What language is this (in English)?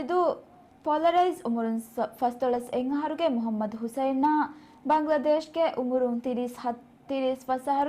Divehi